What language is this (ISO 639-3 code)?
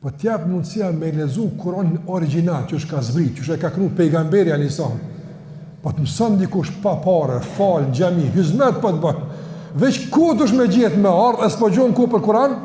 sqi